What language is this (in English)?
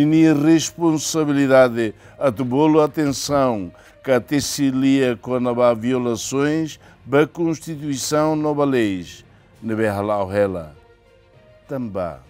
Tetum